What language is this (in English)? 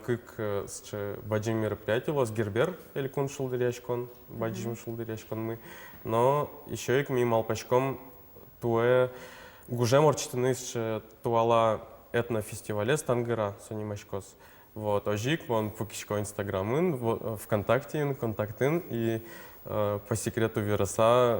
Udmurt